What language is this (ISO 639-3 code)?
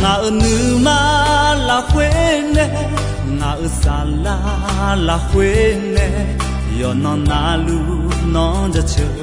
ahk